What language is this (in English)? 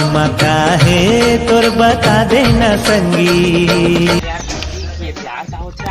Chhattisgarhi